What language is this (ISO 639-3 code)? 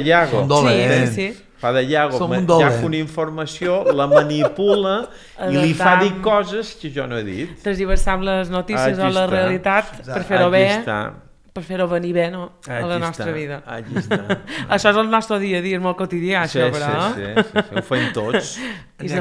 cat